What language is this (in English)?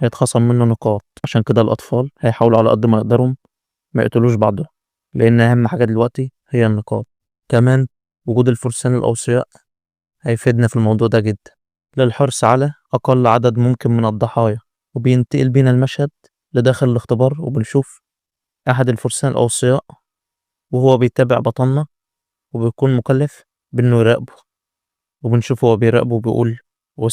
Egyptian Arabic